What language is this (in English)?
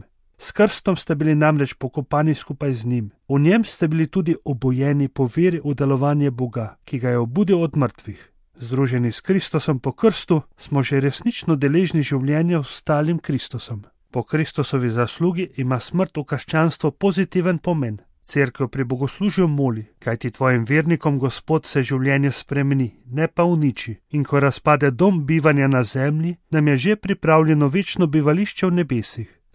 Slovenian